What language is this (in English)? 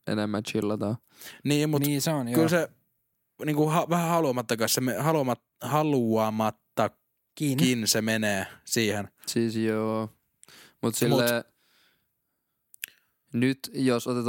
Finnish